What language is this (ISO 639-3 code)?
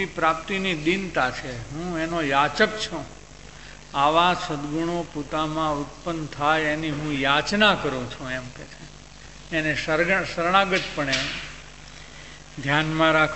guj